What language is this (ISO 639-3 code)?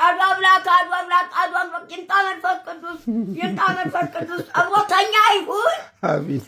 amh